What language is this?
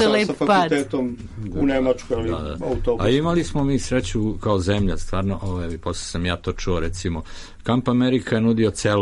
Serbian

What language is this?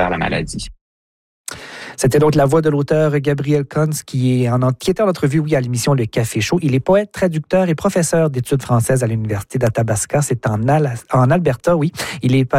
French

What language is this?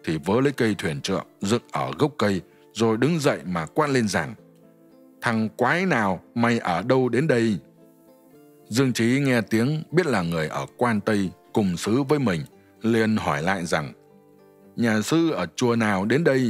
Vietnamese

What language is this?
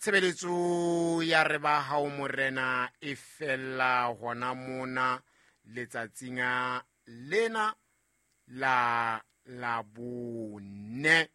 Southern Sotho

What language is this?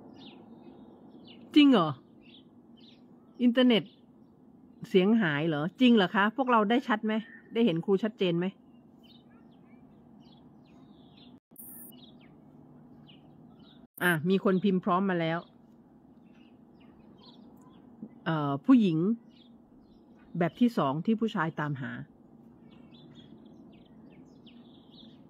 Thai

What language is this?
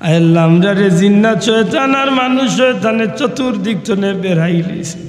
Sylheti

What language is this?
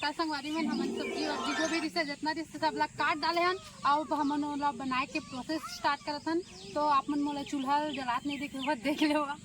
Chhattisgarhi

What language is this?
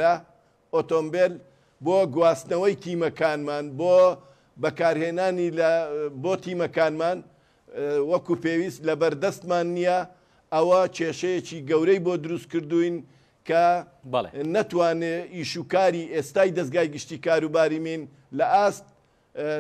Central Kurdish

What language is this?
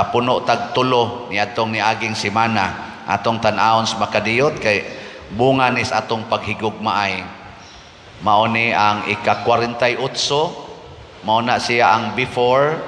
Cebuano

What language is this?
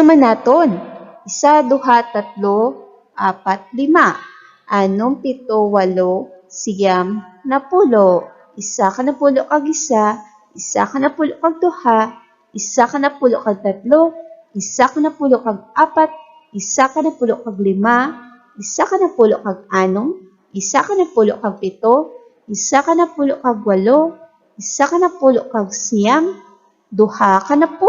Hiligaynon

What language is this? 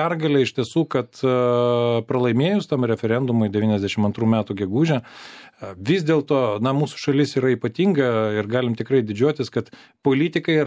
Lithuanian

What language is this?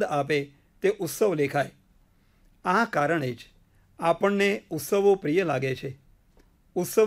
Gujarati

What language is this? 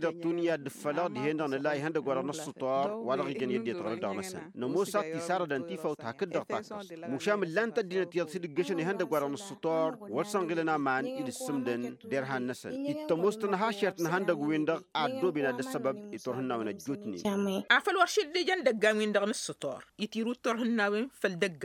Tamasheq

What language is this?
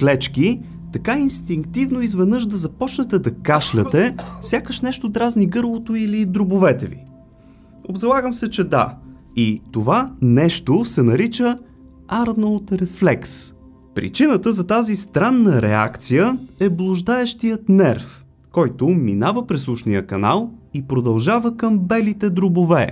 Bulgarian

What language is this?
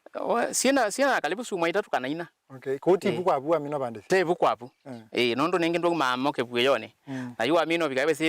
Kamba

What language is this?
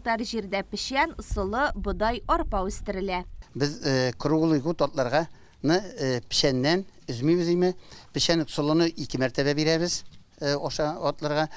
Tatar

